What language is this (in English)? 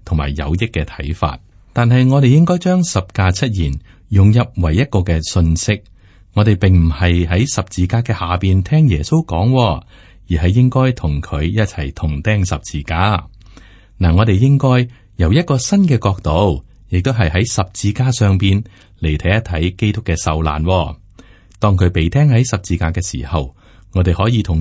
Cantonese